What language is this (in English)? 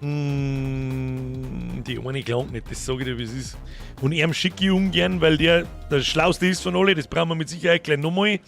Bavarian